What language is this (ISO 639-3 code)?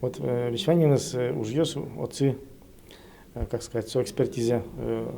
udm